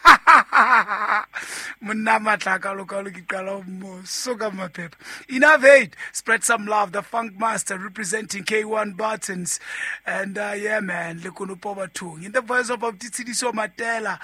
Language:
Southern Sotho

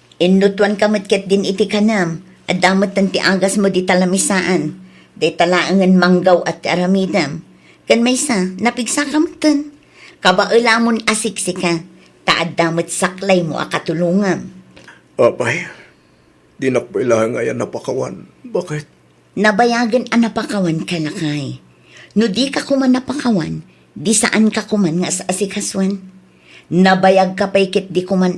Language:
Iloko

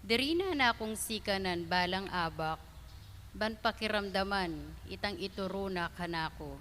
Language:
Pampanga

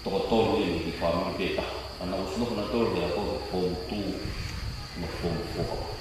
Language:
Tongan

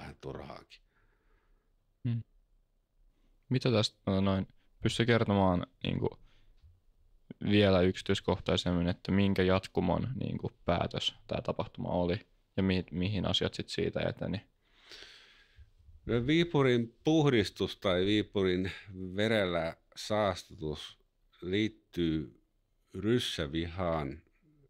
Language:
Finnish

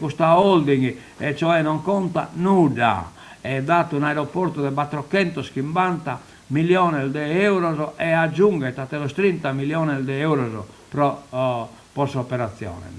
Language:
Sardinian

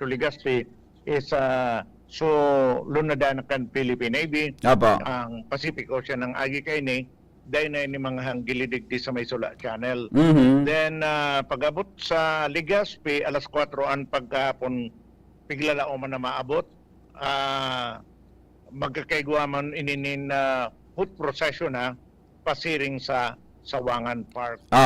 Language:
Bikol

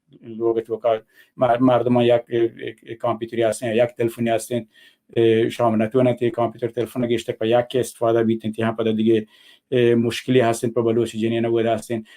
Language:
Baluchi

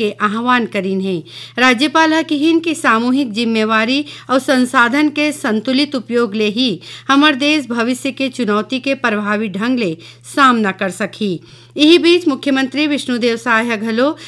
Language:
Chhattisgarhi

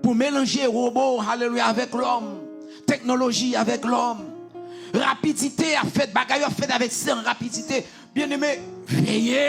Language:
Haitian Creole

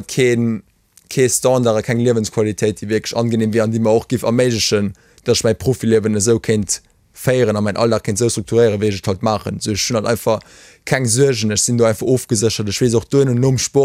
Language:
Luxembourgish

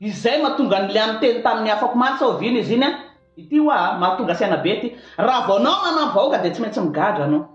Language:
Malagasy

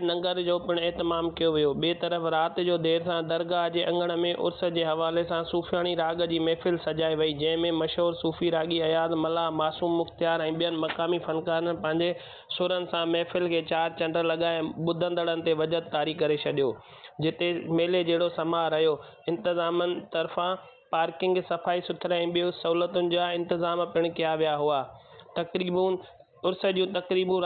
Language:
Sindhi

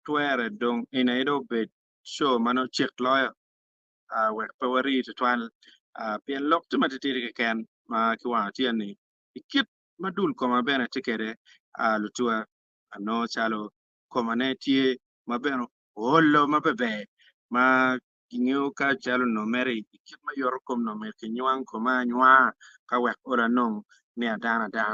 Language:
Acoli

